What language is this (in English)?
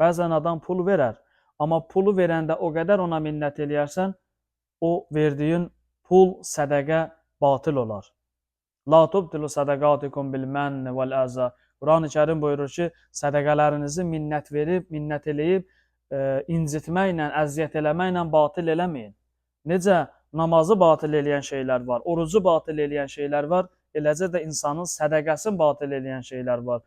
Azerbaijani